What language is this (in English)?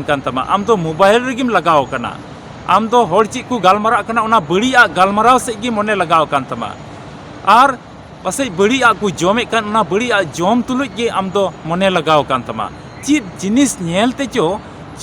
Santali